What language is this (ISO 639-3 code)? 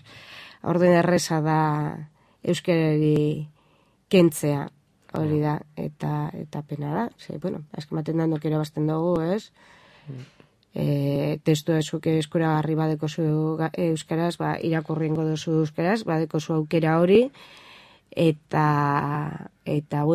eus